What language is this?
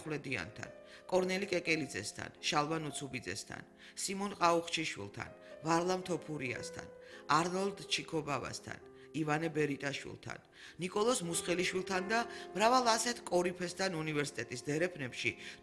Georgian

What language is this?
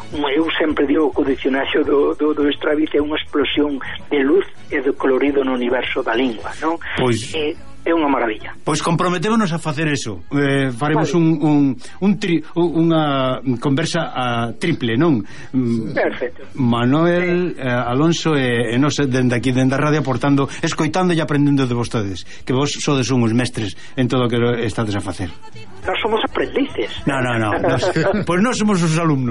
Galician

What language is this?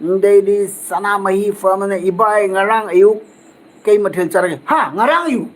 Manipuri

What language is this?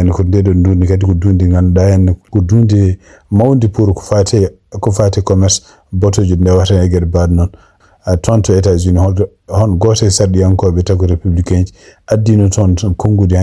Fula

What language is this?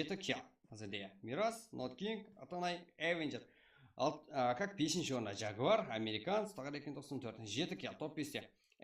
Kara-Kalpak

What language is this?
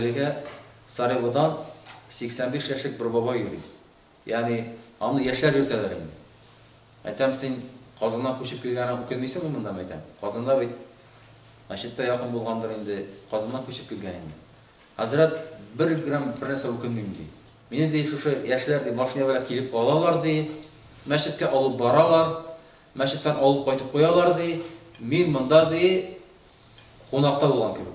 Tatar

